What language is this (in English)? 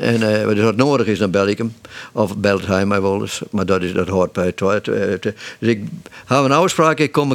Western Frisian